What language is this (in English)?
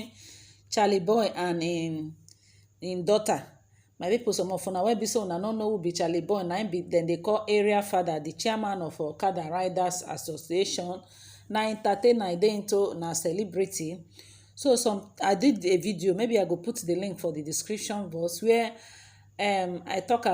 Nigerian Pidgin